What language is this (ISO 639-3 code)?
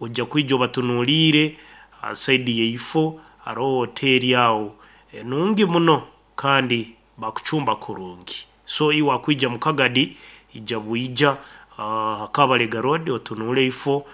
nyn